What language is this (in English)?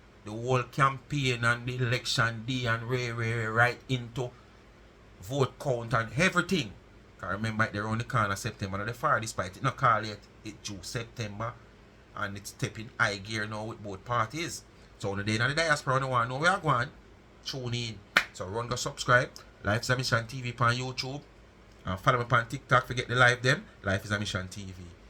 Jamaican Creole English